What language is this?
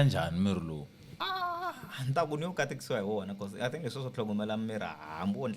Tsonga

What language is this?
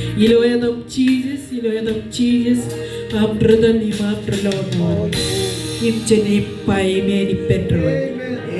Marshallese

